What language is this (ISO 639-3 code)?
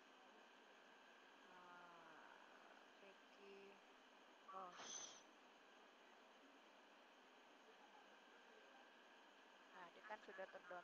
ind